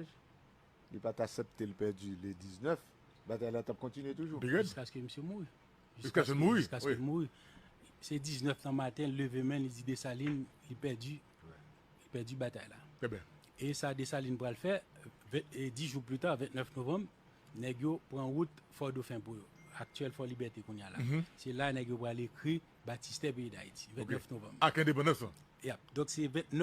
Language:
Haitian Creole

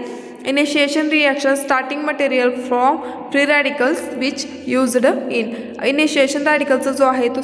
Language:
Marathi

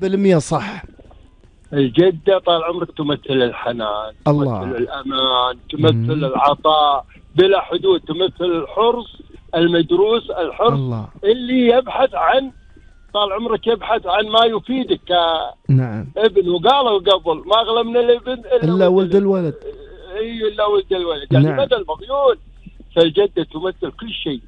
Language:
Gulf Arabic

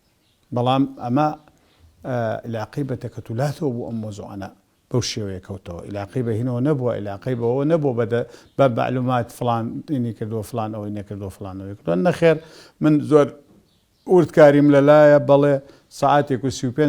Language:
Central Kurdish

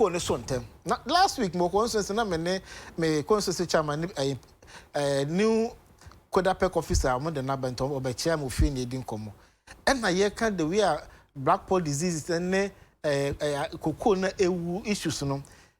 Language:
Akan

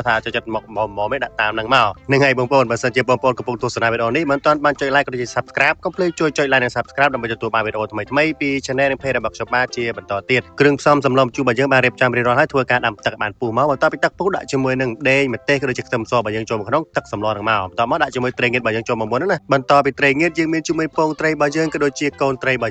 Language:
Khmer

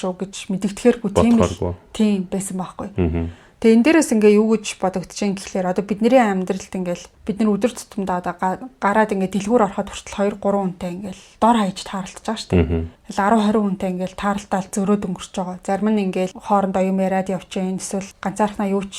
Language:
Mongolian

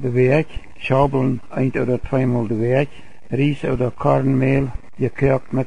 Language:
Plautdietsch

